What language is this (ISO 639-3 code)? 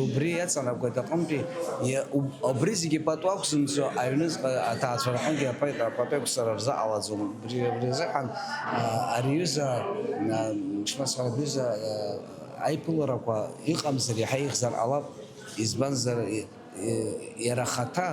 abk